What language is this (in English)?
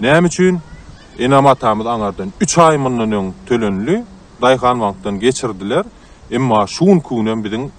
Turkmen